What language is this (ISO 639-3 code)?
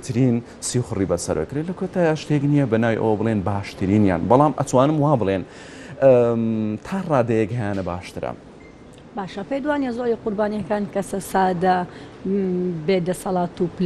ckb